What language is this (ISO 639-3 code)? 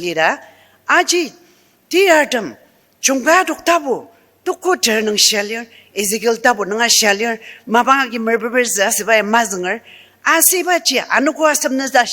njo